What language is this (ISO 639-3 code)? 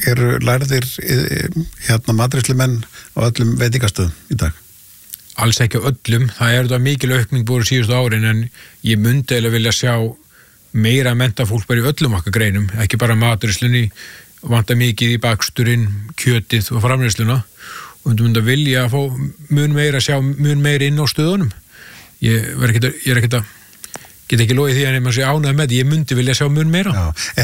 isl